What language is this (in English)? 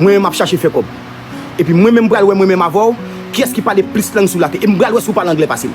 Haitian Creole